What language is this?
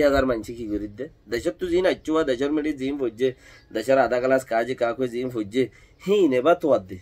Rohingya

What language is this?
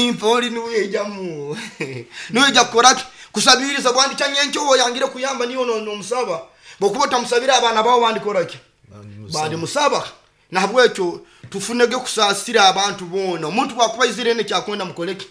Nyoro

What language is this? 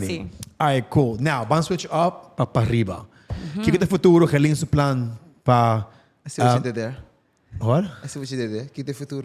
Papiamento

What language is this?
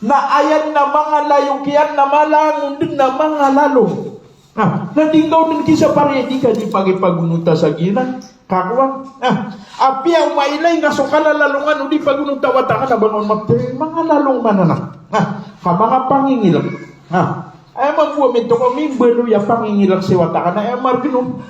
Maranao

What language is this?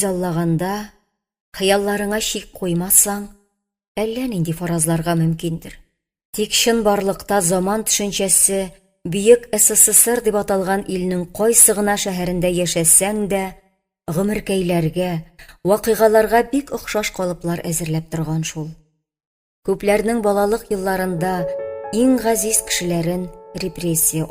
Tatar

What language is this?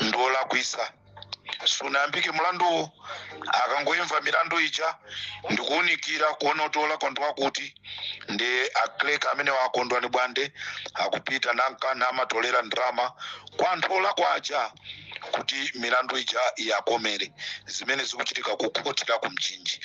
Nyanja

